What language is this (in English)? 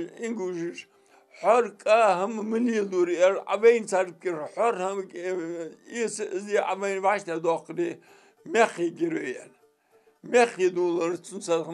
Ingush